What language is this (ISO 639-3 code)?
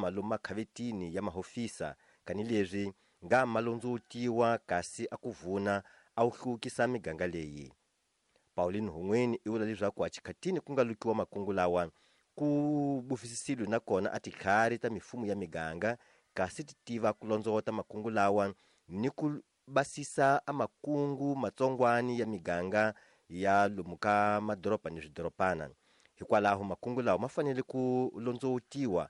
tso